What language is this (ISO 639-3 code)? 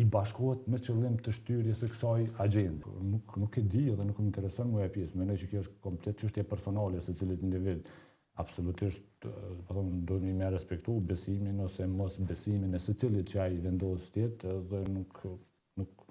sqi